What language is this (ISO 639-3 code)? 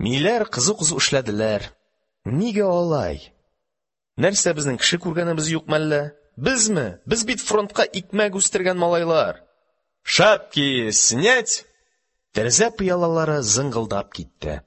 tat